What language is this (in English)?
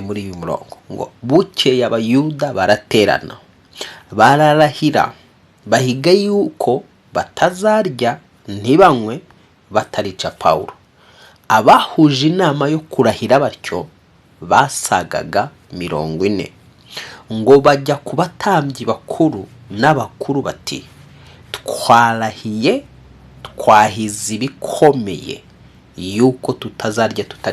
Kinyarwanda